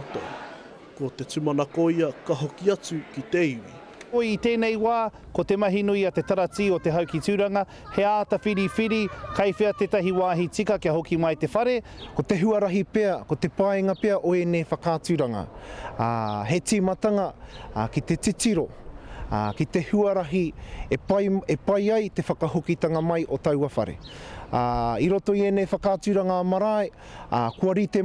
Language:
Māori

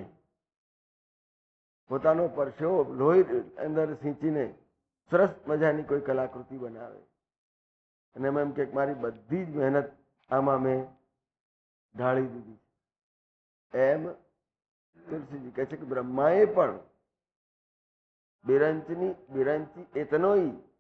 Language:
Gujarati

